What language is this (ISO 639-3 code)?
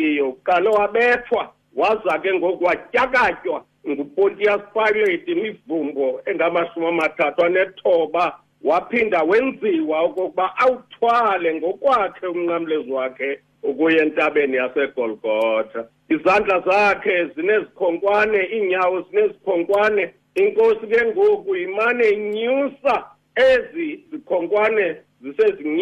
xho